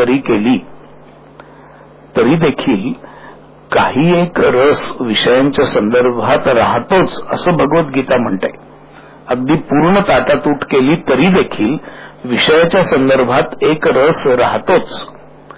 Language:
Marathi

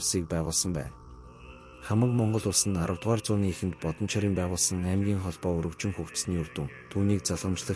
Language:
Mongolian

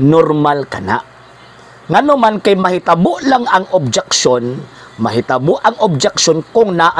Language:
Cebuano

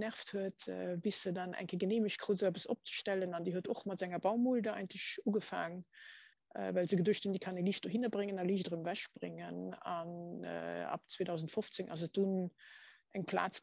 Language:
Luxembourgish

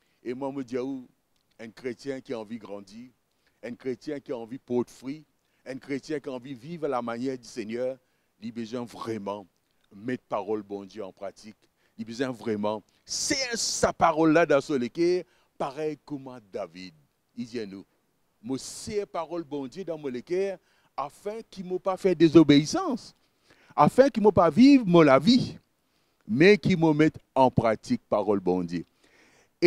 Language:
Morisyen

